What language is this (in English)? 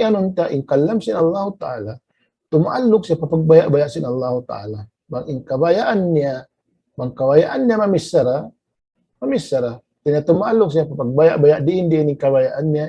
Tausug